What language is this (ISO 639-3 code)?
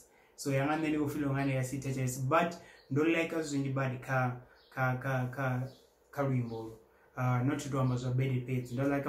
ven